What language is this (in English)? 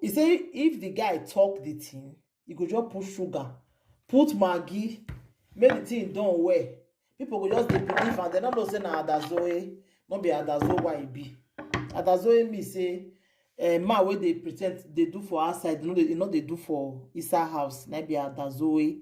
Nigerian Pidgin